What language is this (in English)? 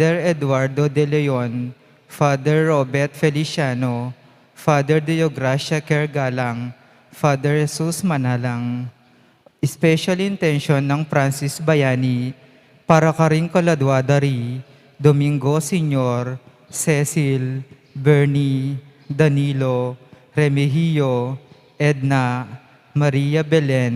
Pampanga